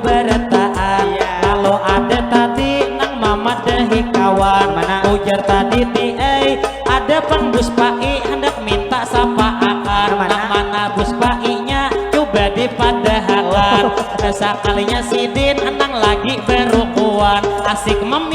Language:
Banjar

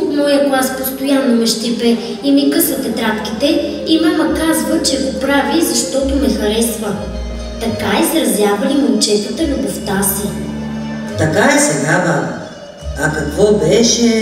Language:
Bulgarian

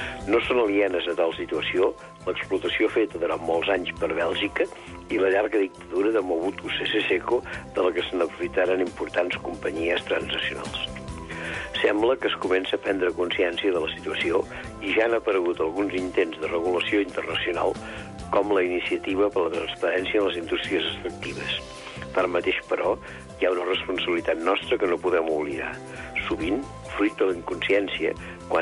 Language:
Catalan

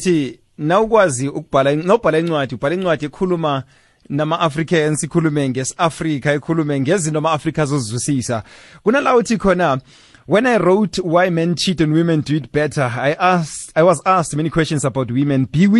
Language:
South Ndebele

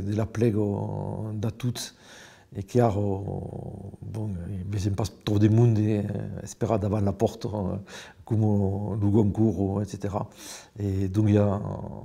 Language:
Occitan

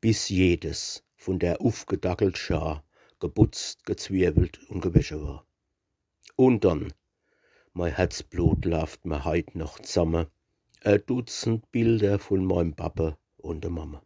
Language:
Palatine German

